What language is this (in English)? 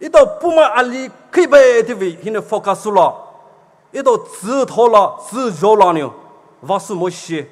Poumei Naga